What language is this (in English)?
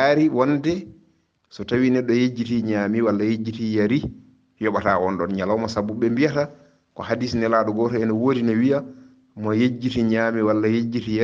Fula